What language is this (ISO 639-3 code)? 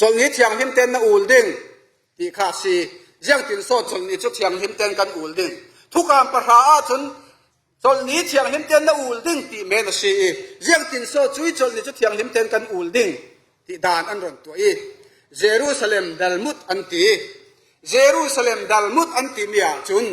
cfm